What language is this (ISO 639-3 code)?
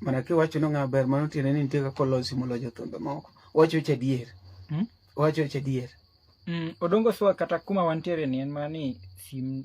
luo